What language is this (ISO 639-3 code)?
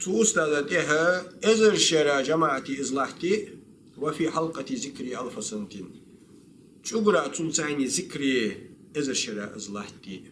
inh